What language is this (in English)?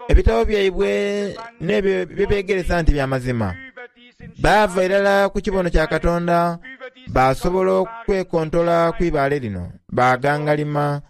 Soga